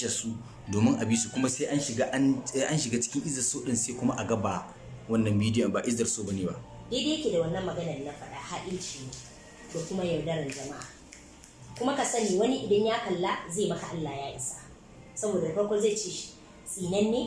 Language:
Hausa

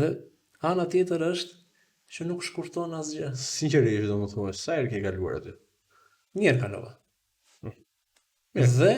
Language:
Albanian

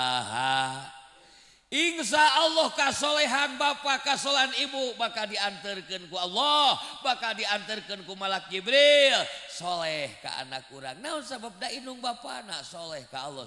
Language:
Sundanese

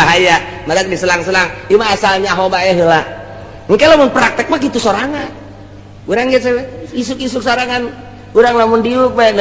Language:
Sundanese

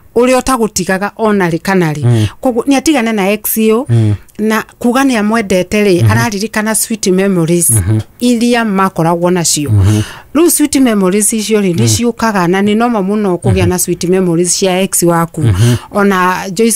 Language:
Kikuyu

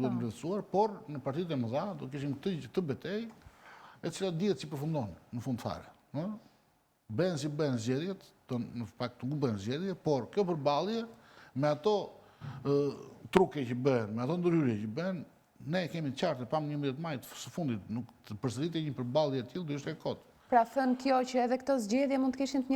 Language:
Albanian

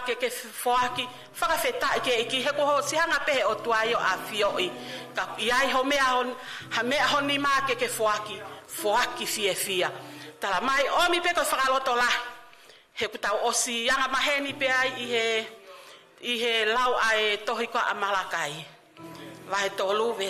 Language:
Tongan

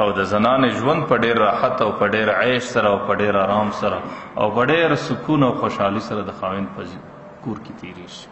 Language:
Pashto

